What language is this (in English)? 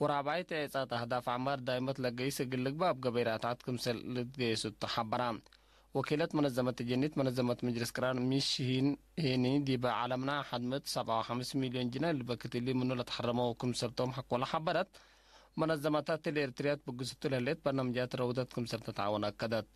Tigre